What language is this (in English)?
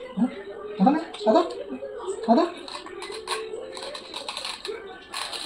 Malayalam